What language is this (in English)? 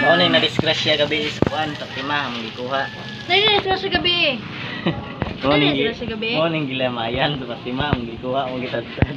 Cebuano